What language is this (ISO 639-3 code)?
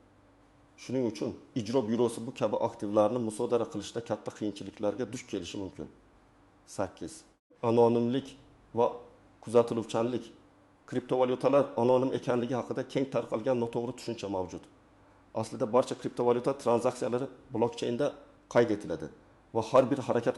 uzb